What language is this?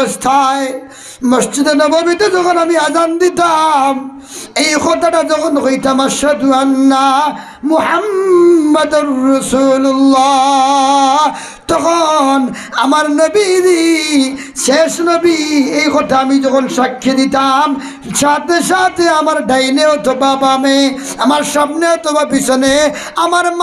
Sylheti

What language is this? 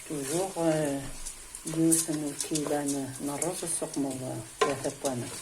Kabyle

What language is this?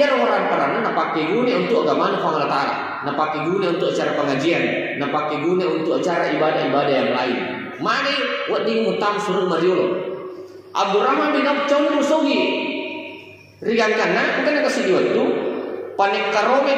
Buginese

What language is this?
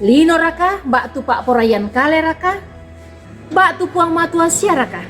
Toraja-Sa'dan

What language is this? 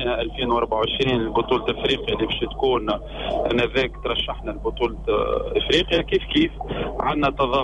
Tunisian Arabic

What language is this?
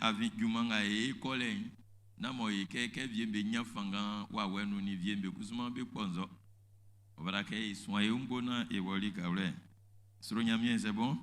Baoulé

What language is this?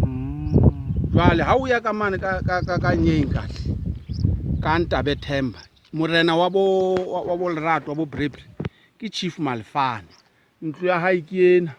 Southern Sotho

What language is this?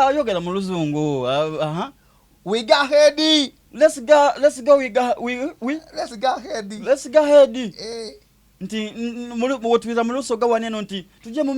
Soga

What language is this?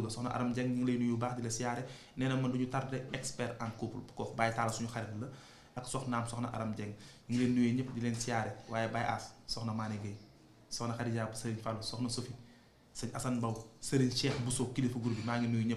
Wolof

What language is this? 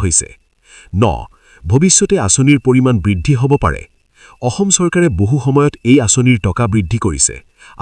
Assamese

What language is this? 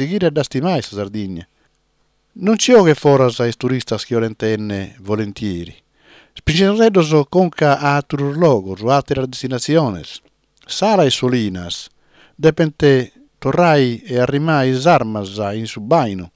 Sardinian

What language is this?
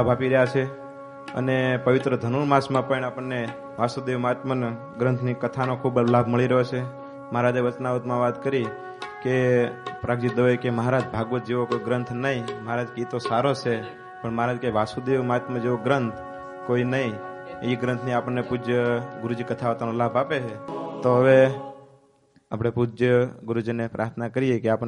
Gujarati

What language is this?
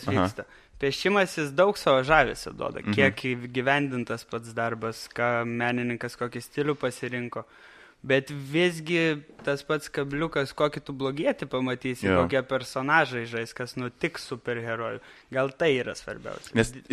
Lithuanian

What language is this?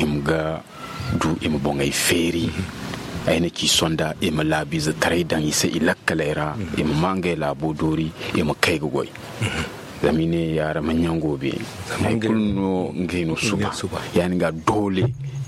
Zarma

